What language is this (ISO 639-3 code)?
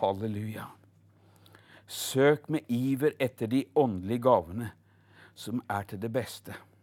nor